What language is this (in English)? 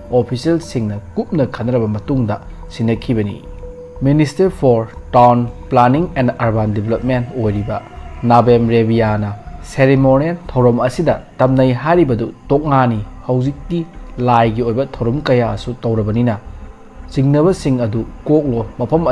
Manipuri